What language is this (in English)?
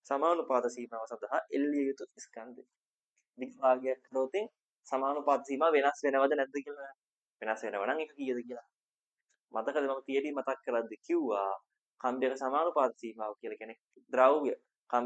Sinhala